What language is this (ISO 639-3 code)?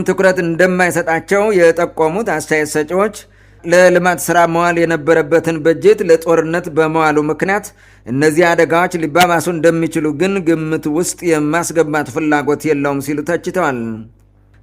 amh